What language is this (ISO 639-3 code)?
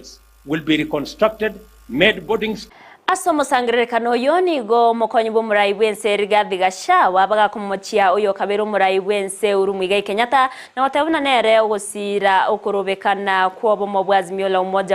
guz